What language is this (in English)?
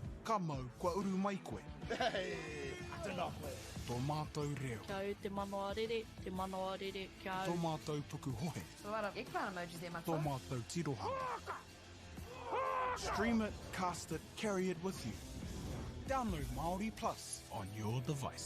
Māori